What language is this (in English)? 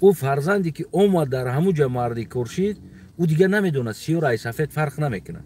Tajik